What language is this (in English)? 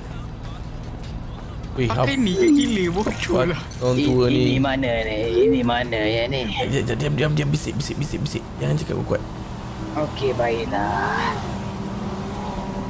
Malay